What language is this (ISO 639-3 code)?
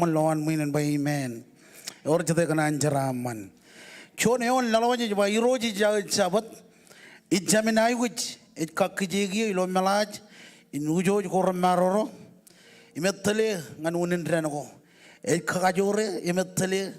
mah